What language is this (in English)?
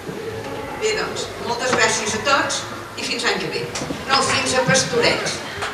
Catalan